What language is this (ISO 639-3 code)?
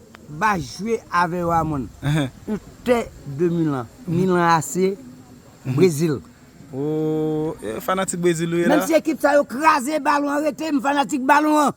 hat